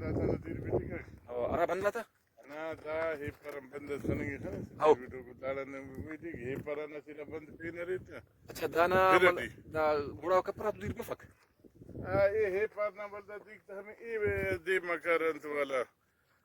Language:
Brahui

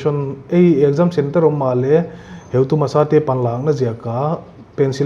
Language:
Paite Chin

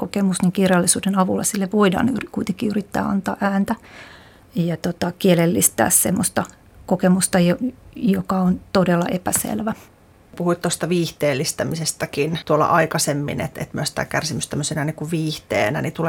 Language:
Finnish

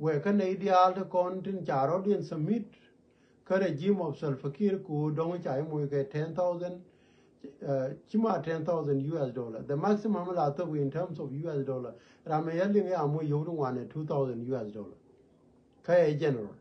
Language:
Nuer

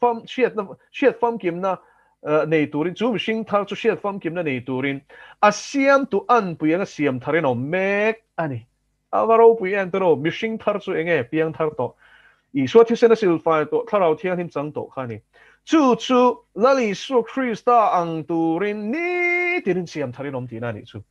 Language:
Mizo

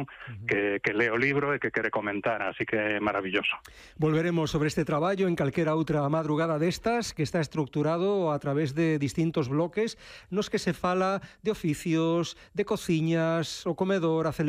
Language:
Galician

